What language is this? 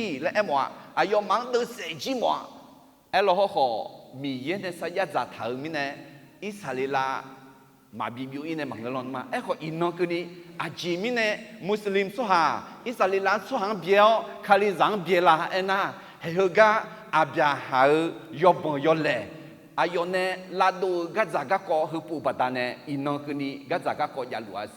Akha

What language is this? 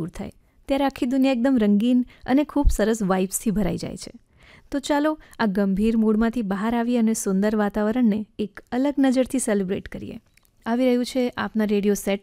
Gujarati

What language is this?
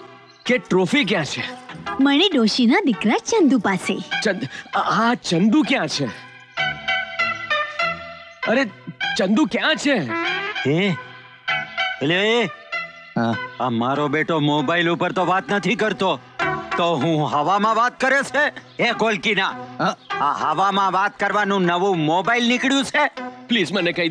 Gujarati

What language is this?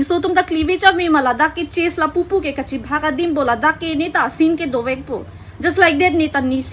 Karbi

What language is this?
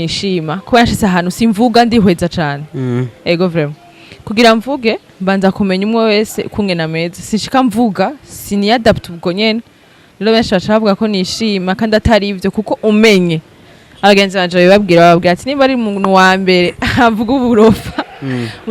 Rundi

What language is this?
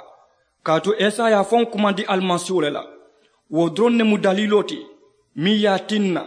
Mandingo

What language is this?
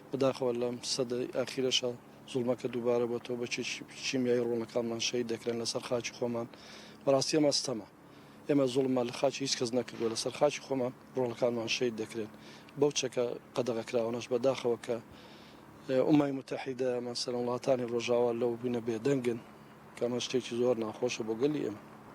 Central Kurdish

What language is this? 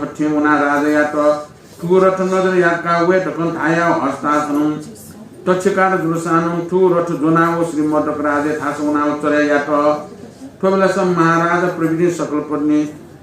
Newari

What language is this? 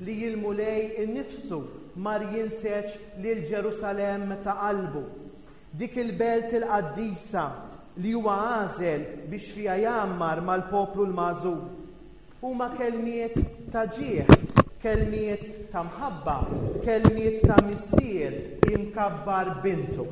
Maltese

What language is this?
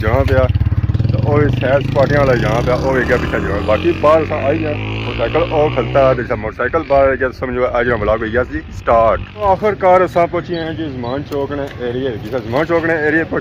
Pahari-Potwari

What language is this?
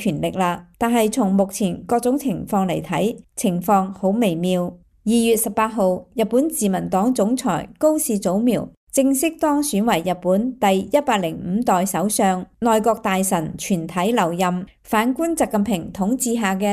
Cantonese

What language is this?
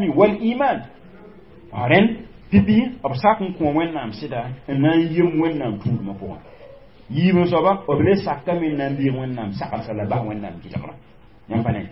Mossi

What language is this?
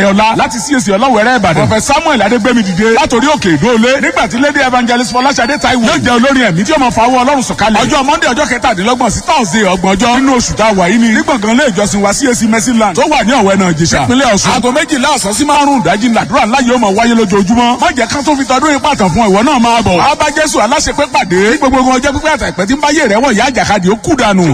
Yoruba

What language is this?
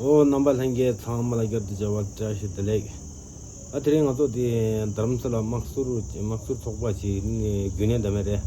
Tibetan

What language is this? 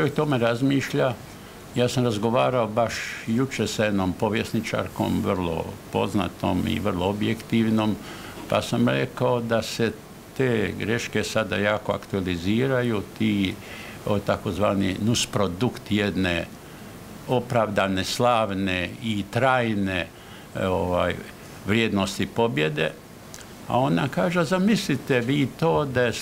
Croatian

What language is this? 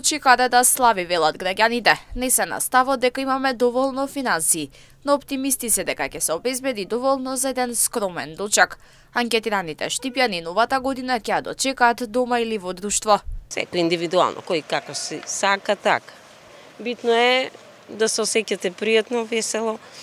Macedonian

